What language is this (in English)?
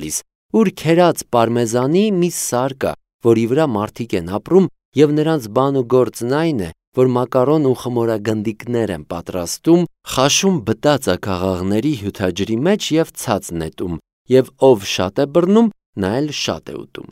Armenian